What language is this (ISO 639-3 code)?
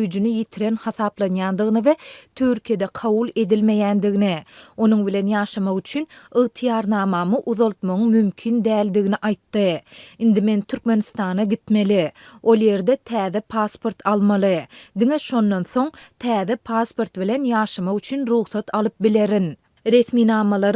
tuk